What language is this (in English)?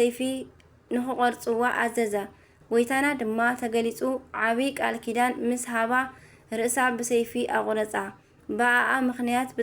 Tigrinya